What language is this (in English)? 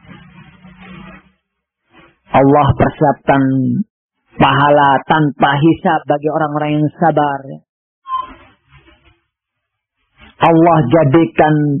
Indonesian